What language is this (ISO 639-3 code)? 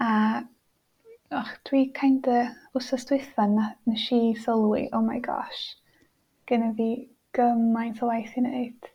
cym